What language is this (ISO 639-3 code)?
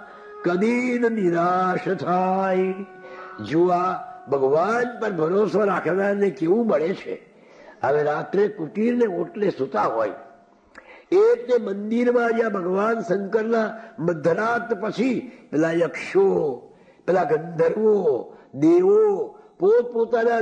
guj